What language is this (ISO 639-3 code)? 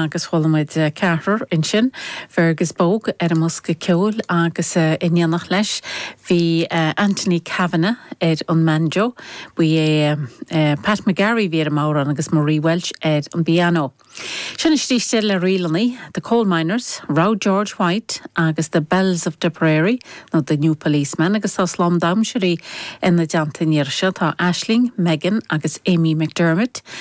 gle